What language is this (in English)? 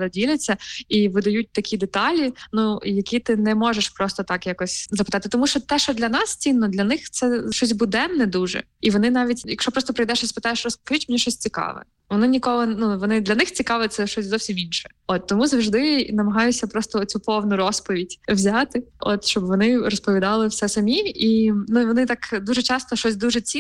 Ukrainian